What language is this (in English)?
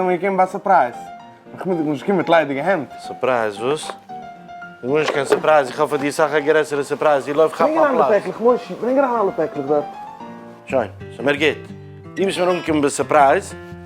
Yiddish